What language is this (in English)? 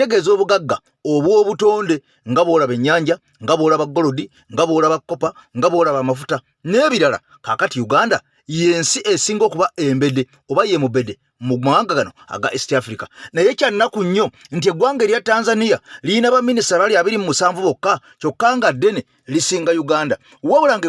Ganda